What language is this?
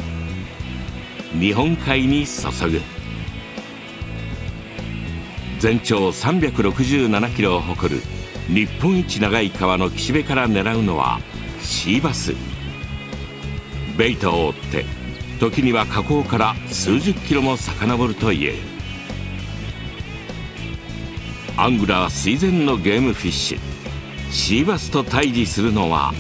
Japanese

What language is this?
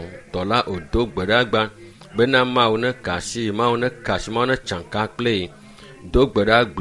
Ewe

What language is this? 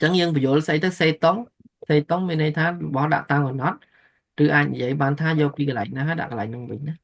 Khmer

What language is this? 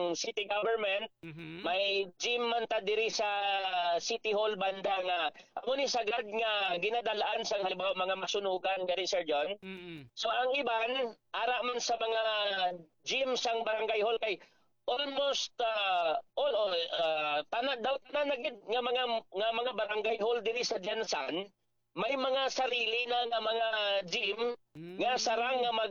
Hiligaynon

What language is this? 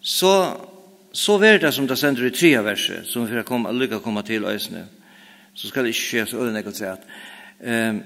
Faroese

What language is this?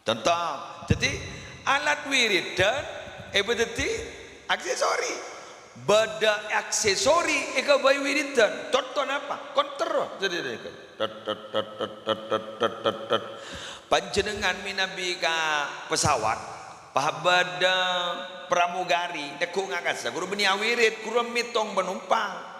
Madurese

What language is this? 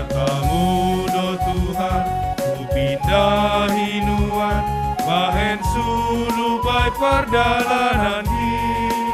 Batak Simalungun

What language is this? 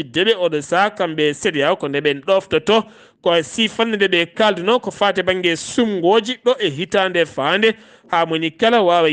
Fula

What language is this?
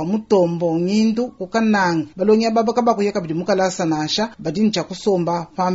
Luba-Lulua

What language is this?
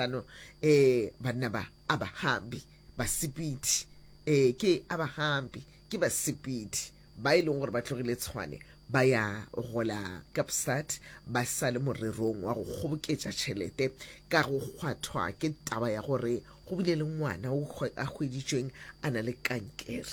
Northern Sotho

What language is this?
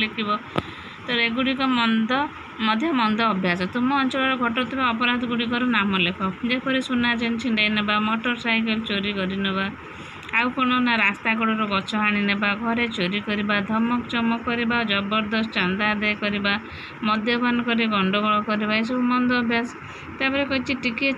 Odia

